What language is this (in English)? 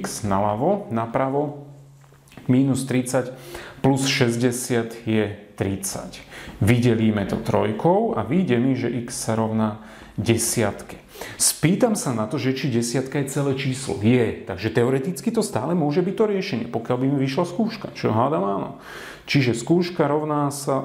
Slovak